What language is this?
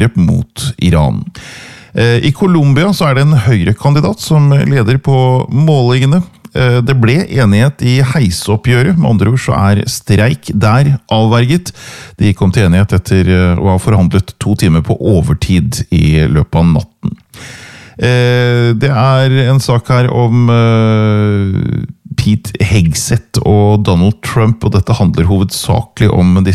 Norwegian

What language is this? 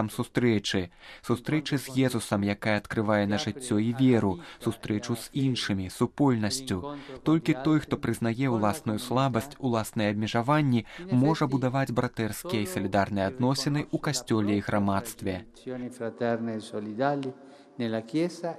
Belarusian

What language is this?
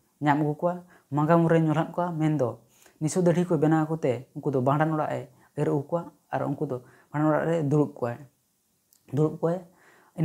Santali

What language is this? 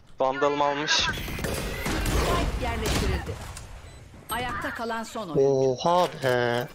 Turkish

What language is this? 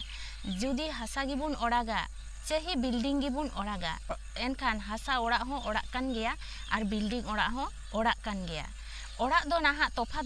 Santali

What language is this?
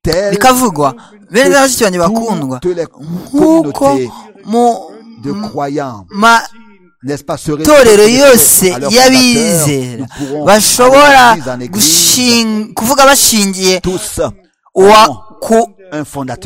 Kinyarwanda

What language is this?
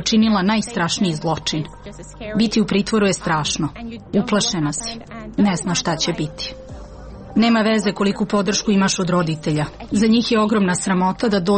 Serbian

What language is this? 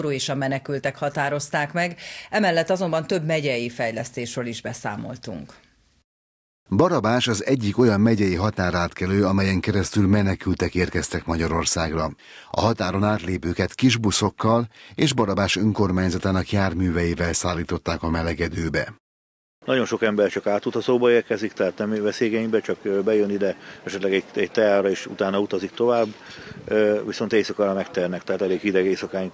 Hungarian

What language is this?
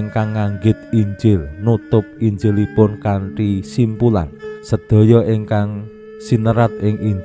Javanese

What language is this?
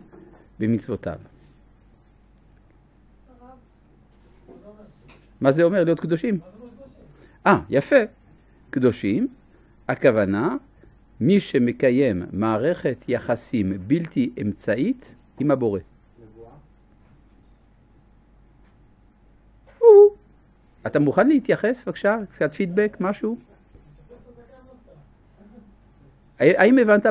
Hebrew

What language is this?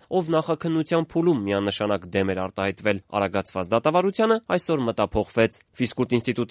Armenian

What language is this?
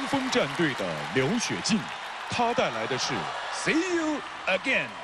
Chinese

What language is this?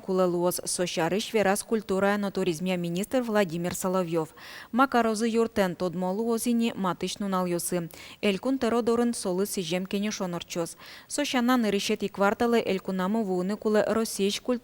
Udmurt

